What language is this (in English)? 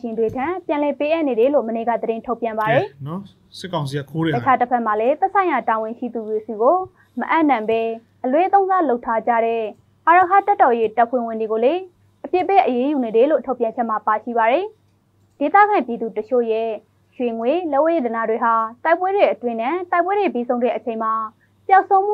Burmese